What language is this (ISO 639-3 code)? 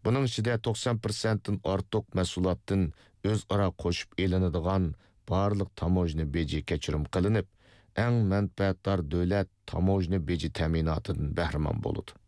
uig